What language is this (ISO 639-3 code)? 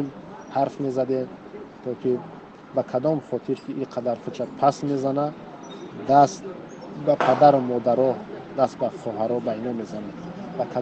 tgk